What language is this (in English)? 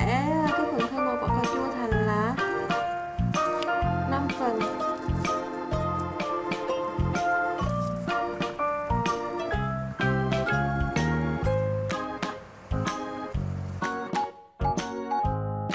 Vietnamese